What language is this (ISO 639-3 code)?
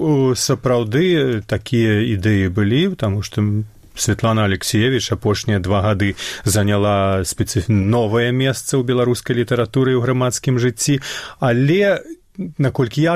bel